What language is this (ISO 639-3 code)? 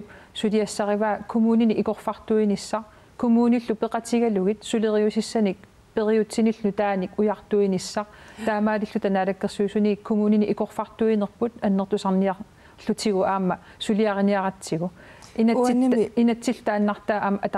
kal